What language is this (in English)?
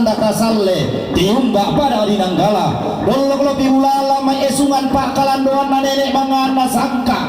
Toraja-Sa'dan